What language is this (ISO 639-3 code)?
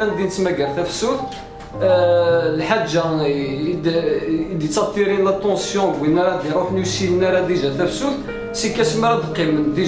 kab